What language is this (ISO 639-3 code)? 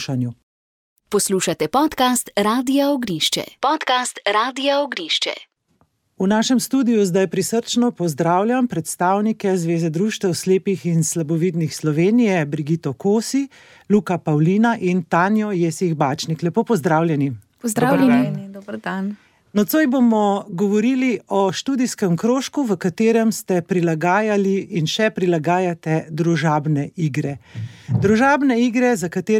slv